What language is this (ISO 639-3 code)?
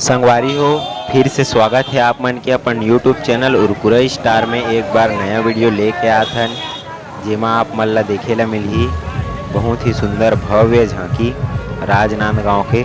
hne